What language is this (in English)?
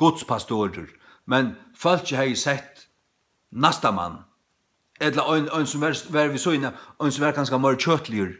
Faroese